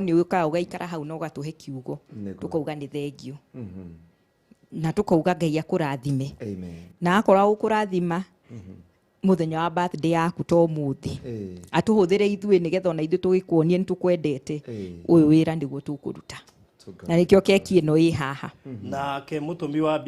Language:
Kikuyu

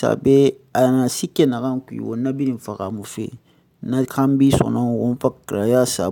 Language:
Susu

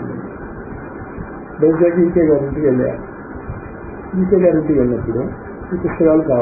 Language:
Telugu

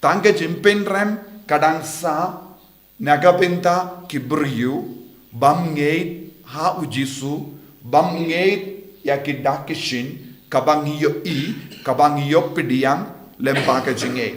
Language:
Khasi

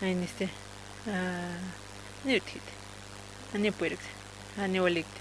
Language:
Aymara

